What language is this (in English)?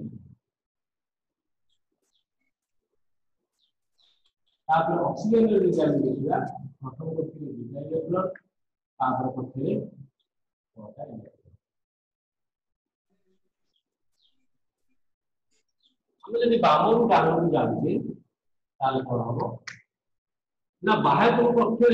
Odia